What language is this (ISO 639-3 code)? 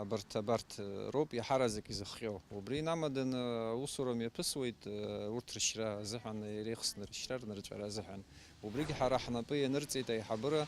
abk